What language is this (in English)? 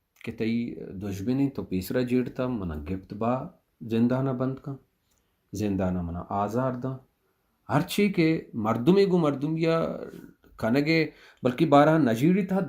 Baluchi